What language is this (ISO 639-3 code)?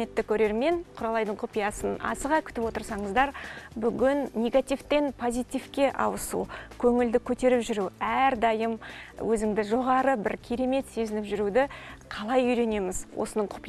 kaz